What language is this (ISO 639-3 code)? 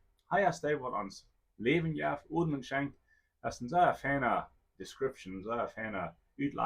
pdt